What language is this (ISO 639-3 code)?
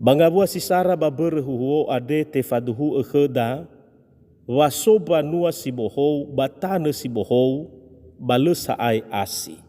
nia